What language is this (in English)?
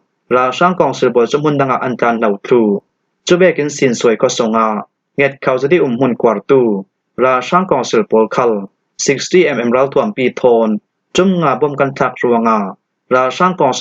Falam Chin